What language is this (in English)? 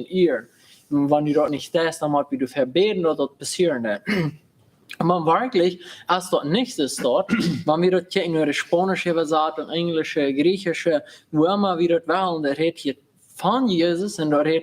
Plautdietsch